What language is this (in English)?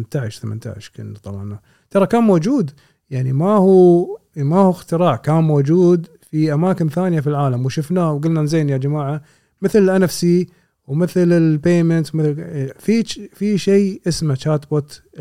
Gulf Arabic